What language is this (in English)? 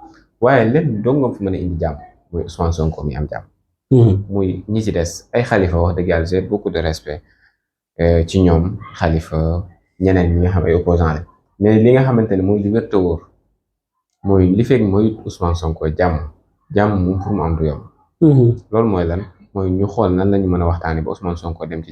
Wolof